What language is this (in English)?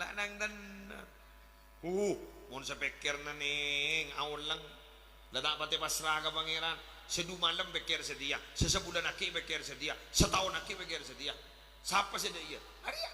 Madurese